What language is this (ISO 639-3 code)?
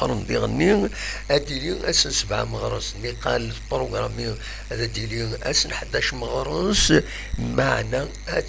kab